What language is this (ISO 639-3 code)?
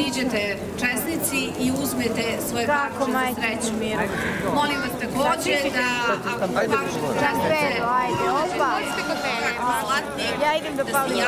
srp